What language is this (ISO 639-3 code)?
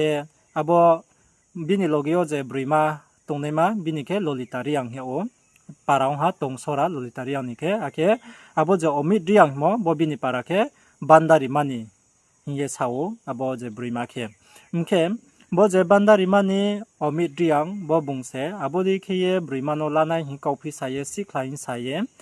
ria